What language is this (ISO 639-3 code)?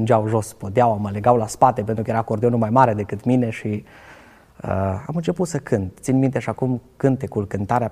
ron